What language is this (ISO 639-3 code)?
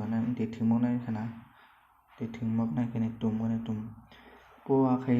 shn